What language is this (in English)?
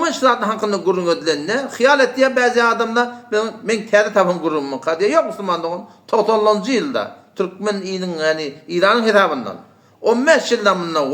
Turkmen